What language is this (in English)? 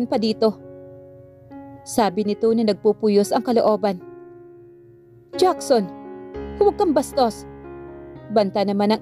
Filipino